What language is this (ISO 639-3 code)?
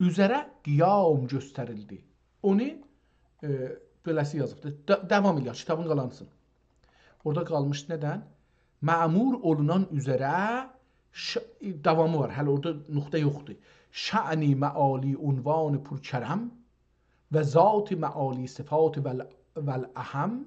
azb